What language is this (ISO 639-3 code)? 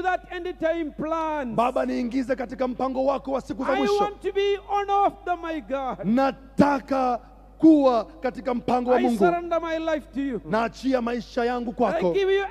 swa